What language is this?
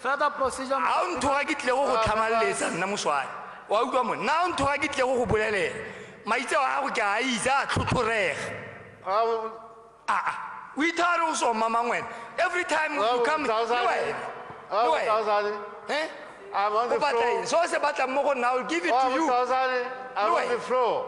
Tswana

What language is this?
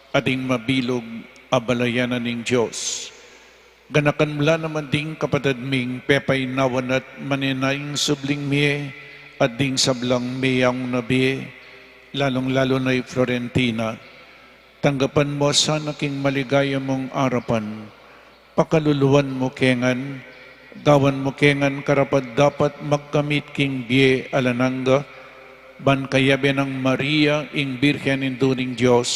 Pampanga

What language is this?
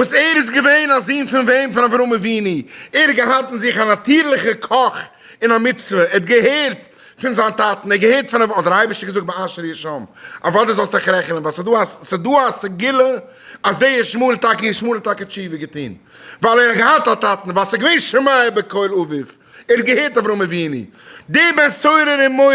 Yiddish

